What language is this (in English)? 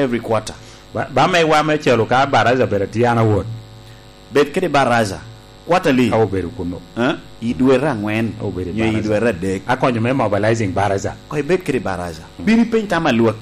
Lango (Uganda)